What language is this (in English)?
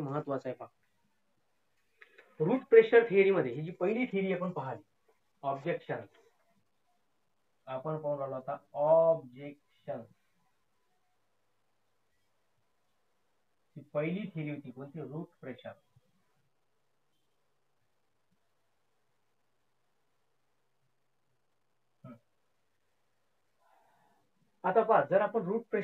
Marathi